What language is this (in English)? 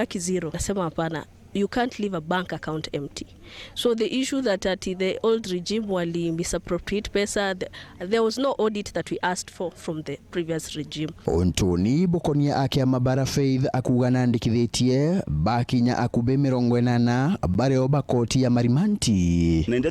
Meru